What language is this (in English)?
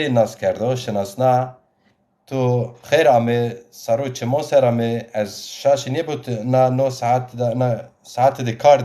Zaza